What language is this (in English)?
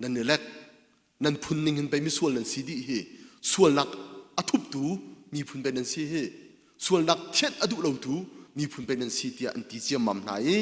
Hakha Chin